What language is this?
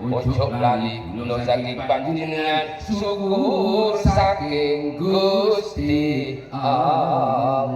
Madurese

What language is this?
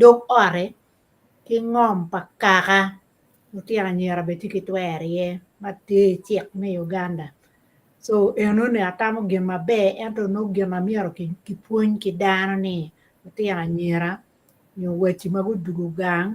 Acoli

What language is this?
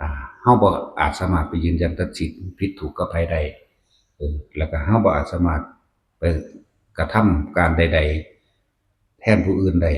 Northeastern Thai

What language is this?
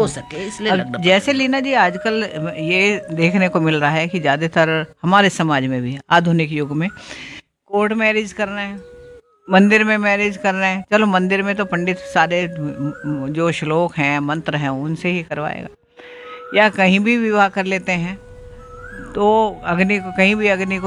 Hindi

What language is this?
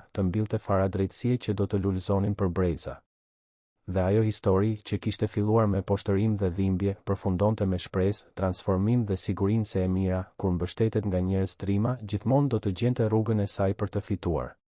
Albanian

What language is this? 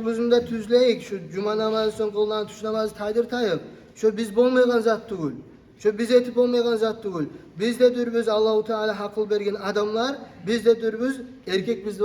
Kumyk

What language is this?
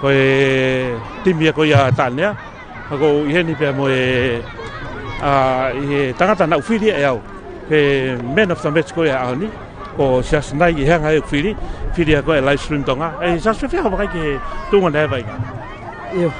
Tongan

